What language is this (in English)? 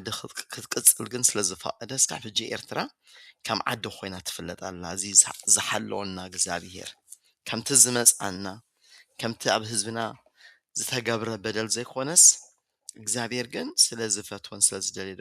Tigrinya